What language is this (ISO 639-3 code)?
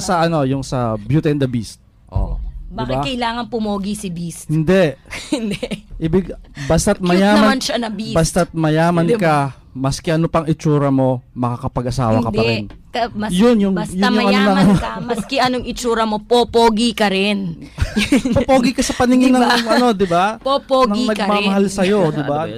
fil